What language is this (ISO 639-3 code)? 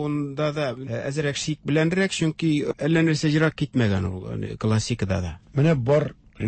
tat